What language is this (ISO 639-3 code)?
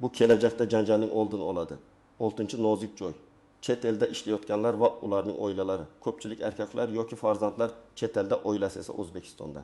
uzb